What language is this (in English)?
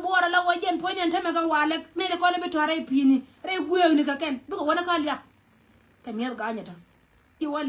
Nuer